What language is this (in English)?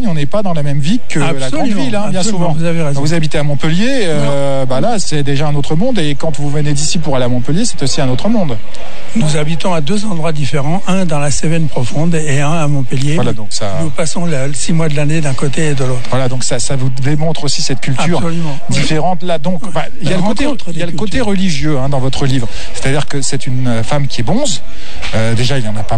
French